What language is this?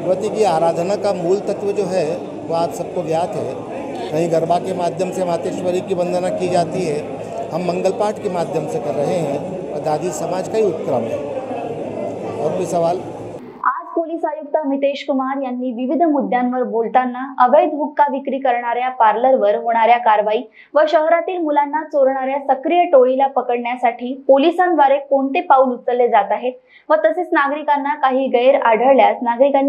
Marathi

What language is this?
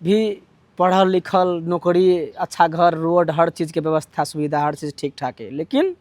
Maithili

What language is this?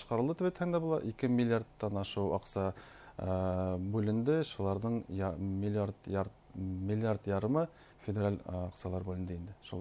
Bashkir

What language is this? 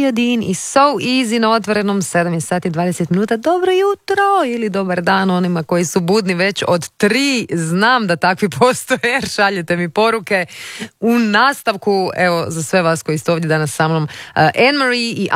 Croatian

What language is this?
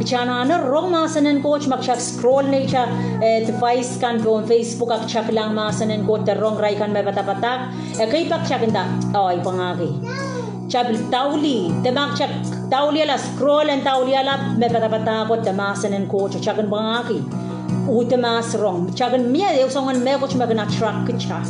Pohnpeian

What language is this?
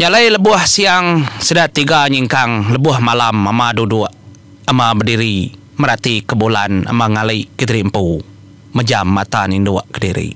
Iban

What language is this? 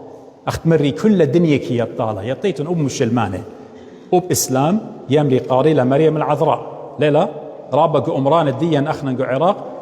Assyrian Neo-Aramaic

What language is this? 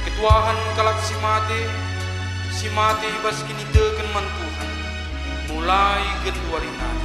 Batak Karo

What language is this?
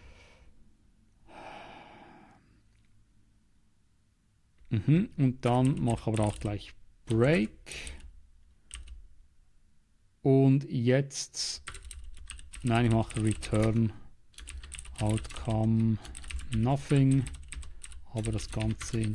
German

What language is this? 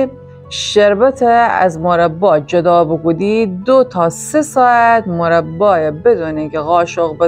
Gilaki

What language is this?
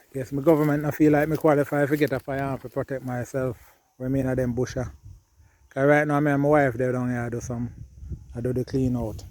Jamaican Creole English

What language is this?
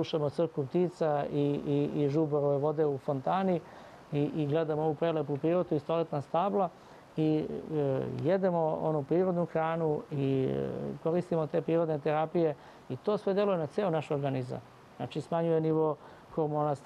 Serbian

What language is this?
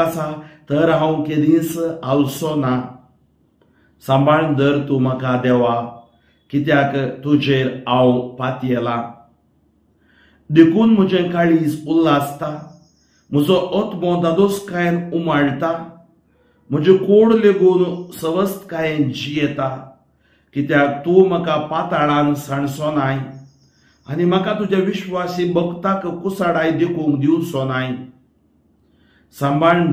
Konkani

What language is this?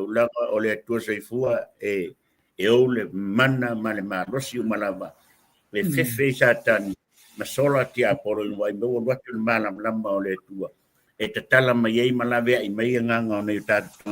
Samoan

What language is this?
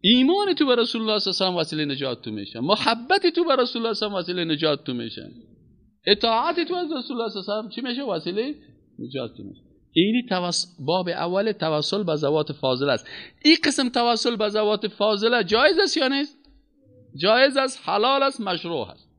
Persian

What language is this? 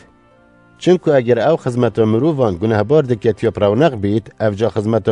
Kurdish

